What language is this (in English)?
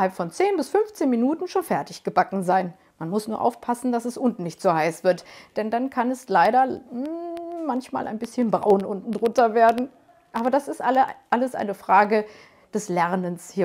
German